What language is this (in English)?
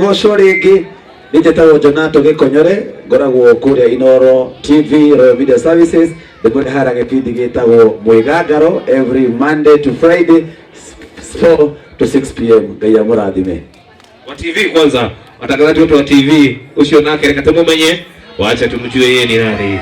Kikuyu